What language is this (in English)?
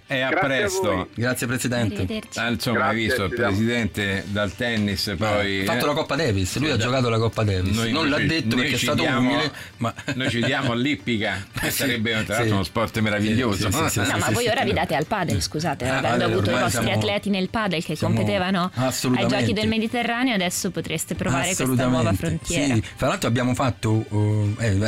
Italian